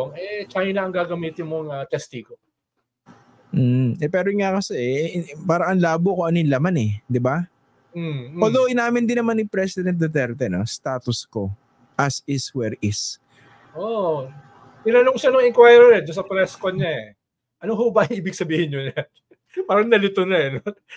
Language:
Filipino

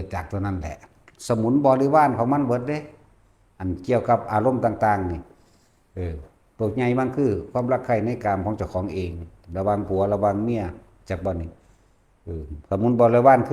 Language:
Lao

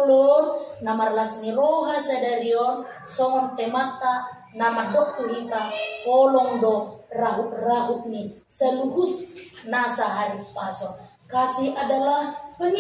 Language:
Batak Toba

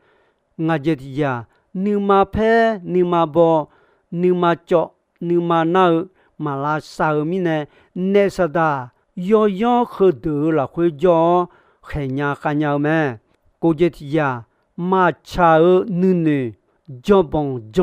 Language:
Akha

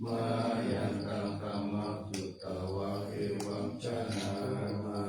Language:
Pali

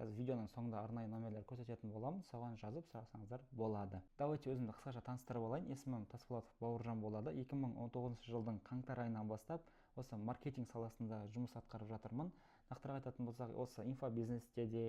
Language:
Kazakh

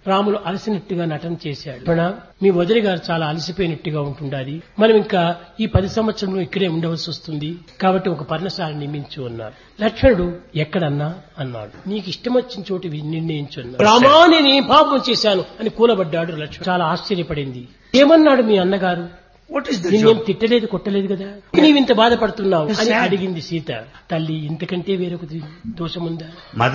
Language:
Telugu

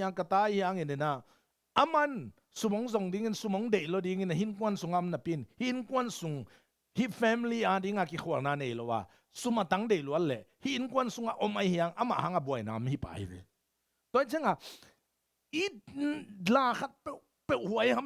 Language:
Tedim Chin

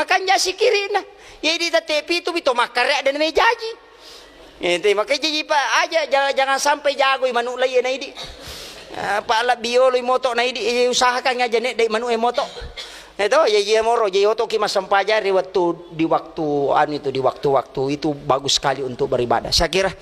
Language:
Buginese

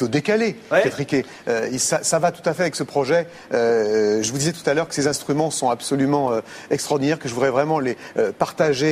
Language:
French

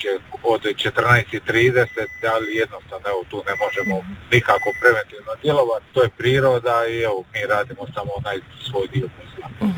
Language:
Croatian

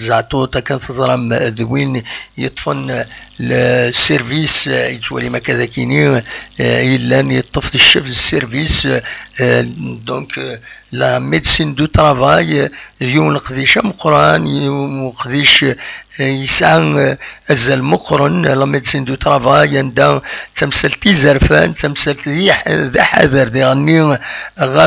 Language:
Kabyle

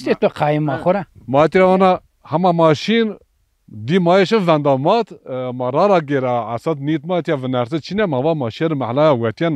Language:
Zaza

